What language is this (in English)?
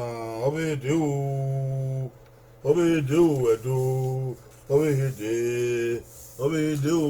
Bini